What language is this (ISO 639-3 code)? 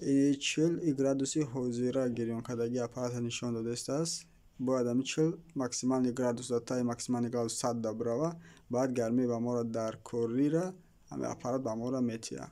tgk